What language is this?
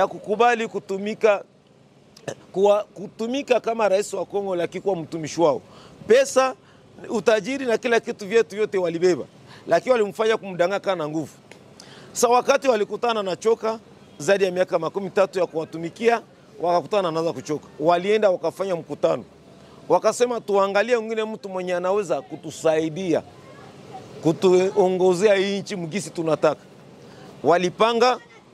Swahili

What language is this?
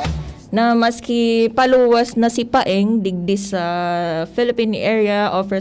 Bikol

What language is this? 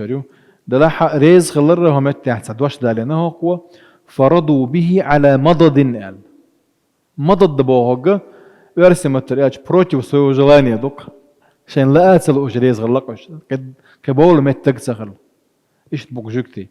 Chechen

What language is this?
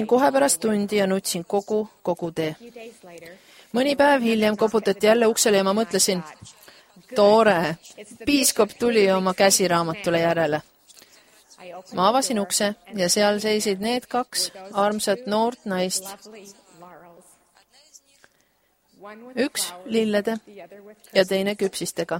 Estonian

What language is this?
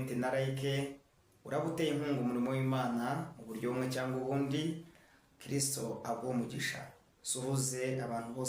Kinyarwanda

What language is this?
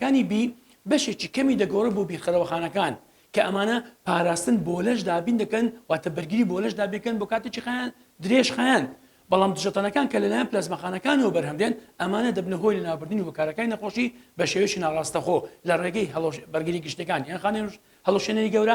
Central Kurdish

